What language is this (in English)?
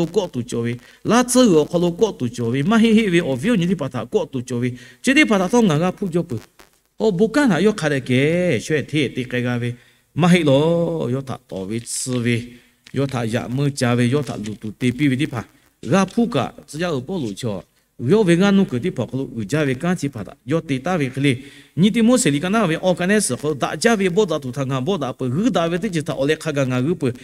Lahu